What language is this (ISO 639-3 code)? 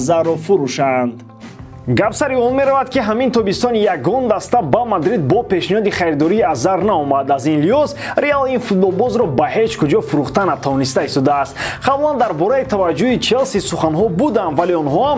tgk